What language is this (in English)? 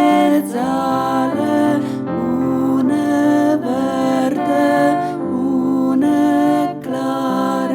Friulian